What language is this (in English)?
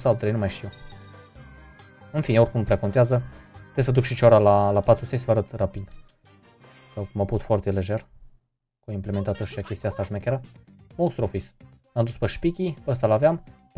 Romanian